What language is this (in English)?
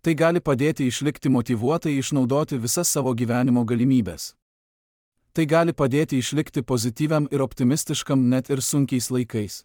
Lithuanian